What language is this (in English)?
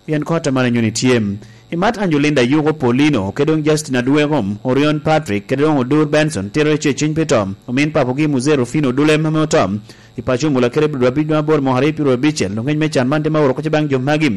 Lango (Uganda)